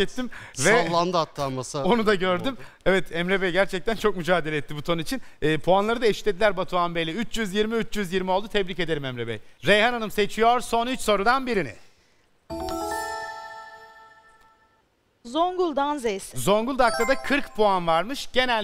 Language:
Turkish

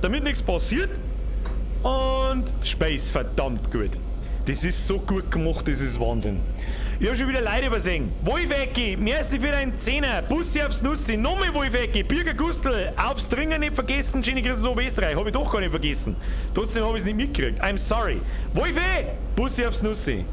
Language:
Bavarian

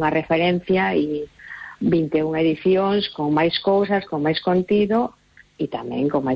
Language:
Galician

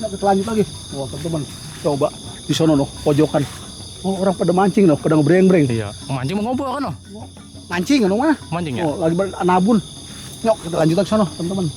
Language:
Betawi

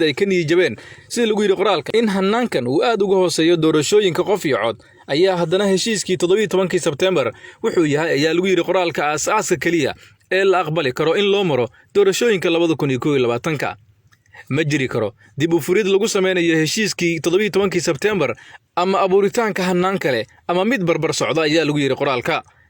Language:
Somali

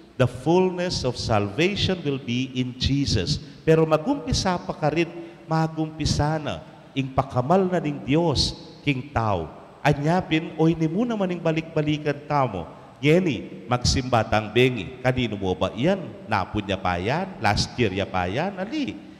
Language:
Pampanga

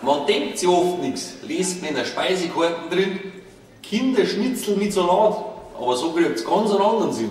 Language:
Bavarian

